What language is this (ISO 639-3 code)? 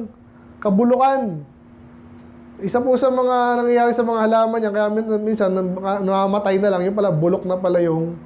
fil